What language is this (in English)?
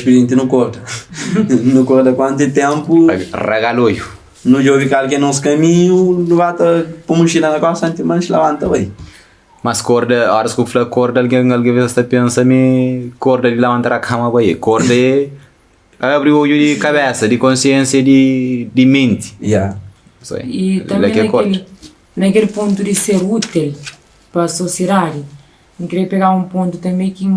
Kabuverdianu